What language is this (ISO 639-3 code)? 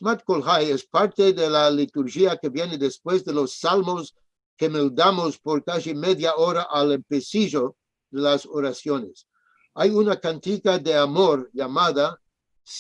lad